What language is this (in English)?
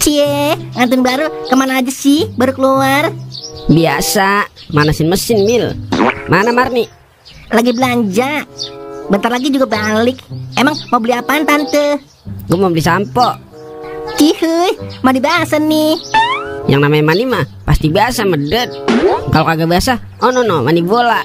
Betawi